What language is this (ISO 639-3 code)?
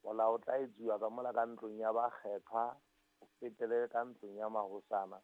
sot